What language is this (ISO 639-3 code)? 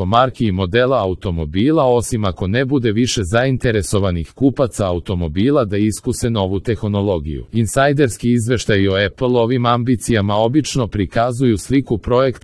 srp